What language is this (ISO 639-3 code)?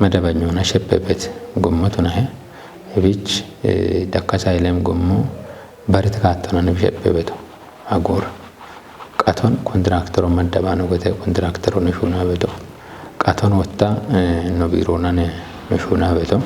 kbr